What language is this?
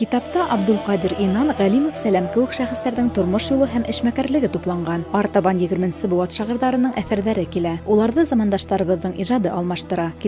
Bashkir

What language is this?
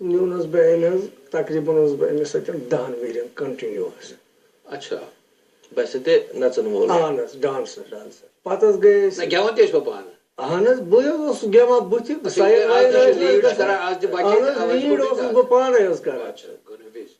Kashmiri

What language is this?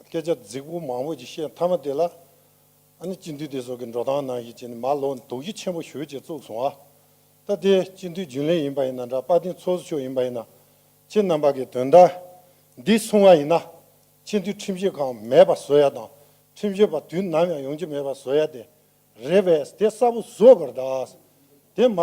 Tibetan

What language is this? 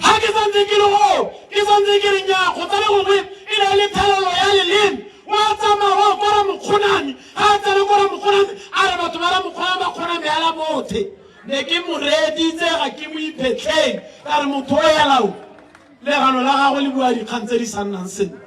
Tswana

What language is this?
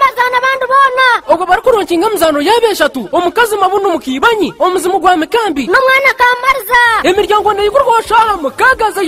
Nyankole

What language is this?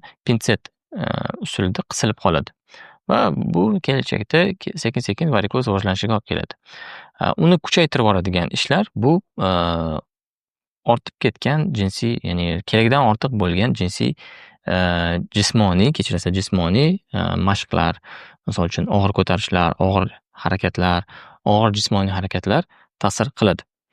Uzbek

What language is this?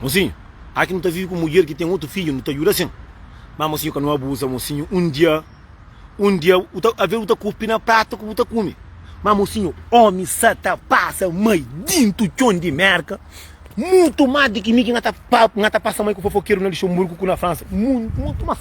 Kabuverdianu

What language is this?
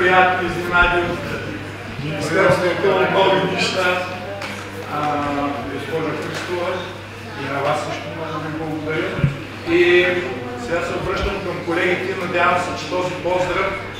Bulgarian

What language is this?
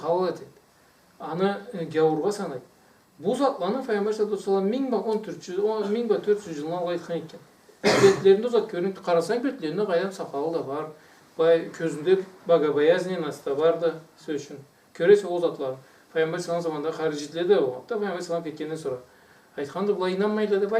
Karachay-Balkar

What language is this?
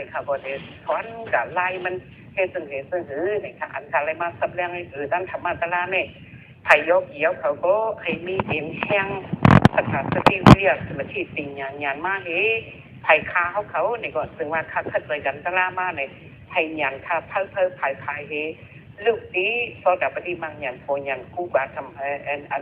Shan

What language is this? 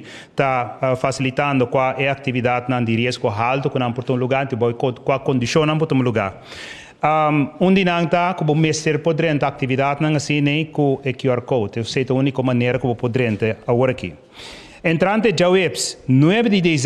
Papiamento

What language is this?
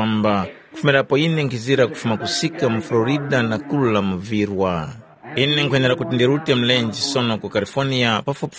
Tumbuka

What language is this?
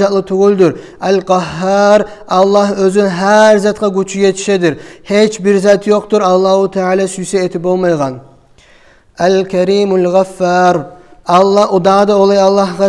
Kumyk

